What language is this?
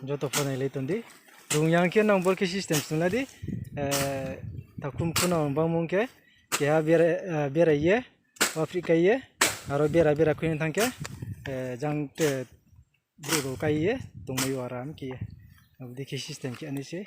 Riang (India)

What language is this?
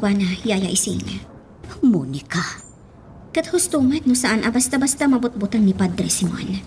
Iloko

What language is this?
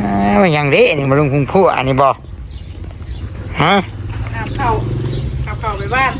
Northeastern Thai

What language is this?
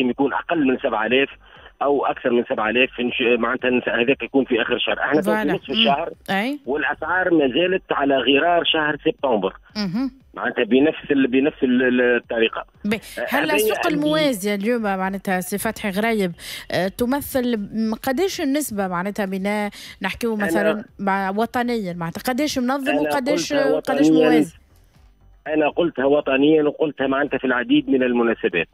Tunisian Arabic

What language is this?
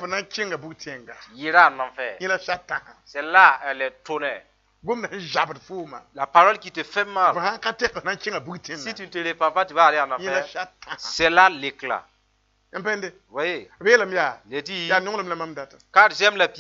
Mossi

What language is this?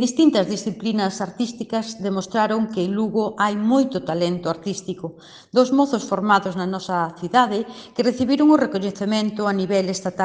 Galician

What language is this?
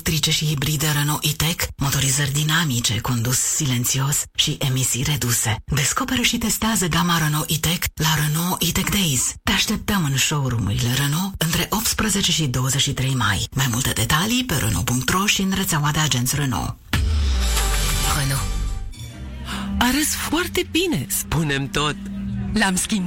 Romanian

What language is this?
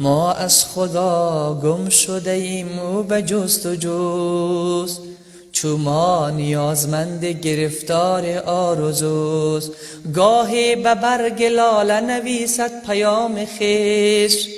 Persian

